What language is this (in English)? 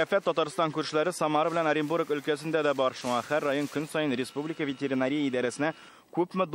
Tatar